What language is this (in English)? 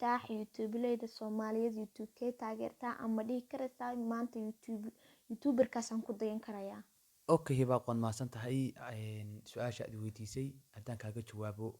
Somali